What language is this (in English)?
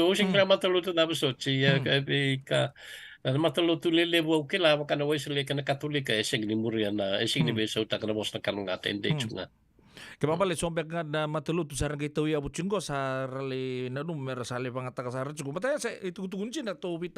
Fijian